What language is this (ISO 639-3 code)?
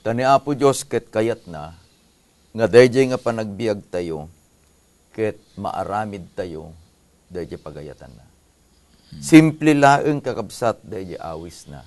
ilo